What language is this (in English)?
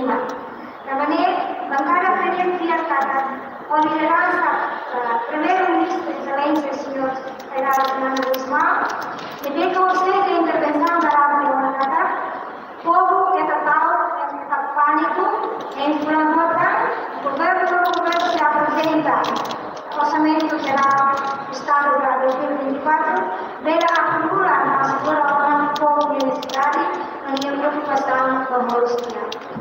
Tetum